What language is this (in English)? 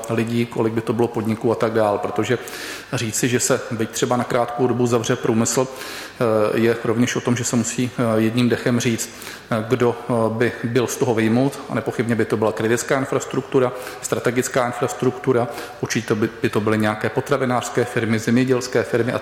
Czech